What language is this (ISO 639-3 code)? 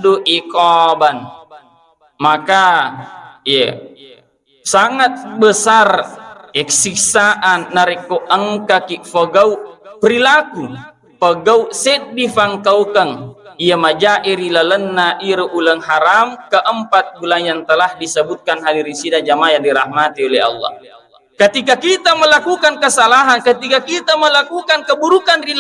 bug